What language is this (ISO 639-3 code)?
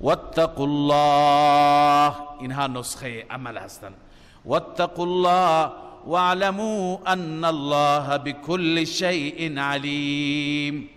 fas